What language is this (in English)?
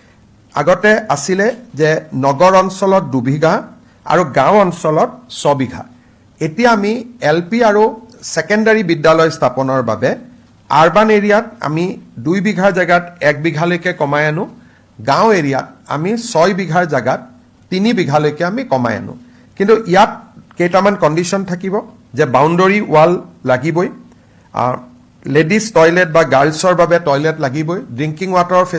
Assamese